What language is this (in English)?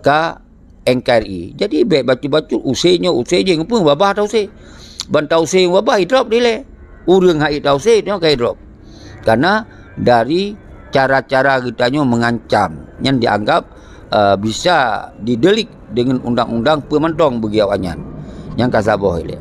Achinese